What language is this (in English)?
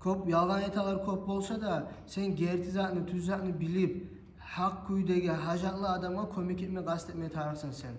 Kumyk